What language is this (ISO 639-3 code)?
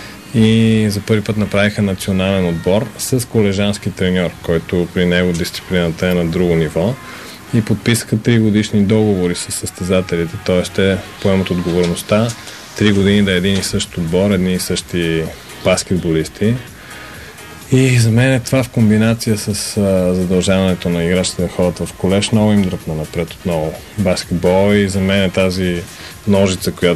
bul